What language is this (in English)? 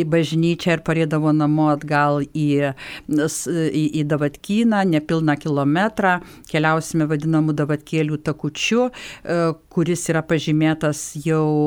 Lithuanian